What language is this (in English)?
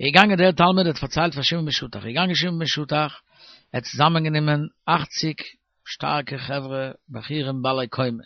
Yiddish